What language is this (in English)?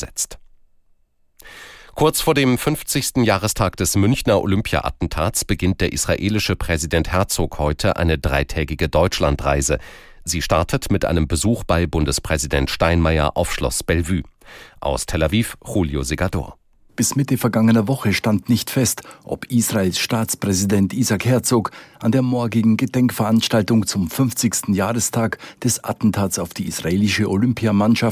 German